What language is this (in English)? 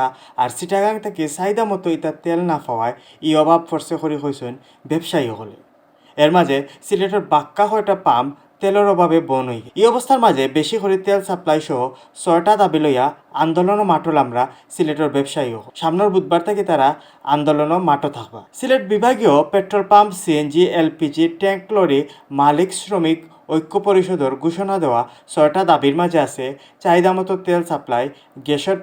Sylheti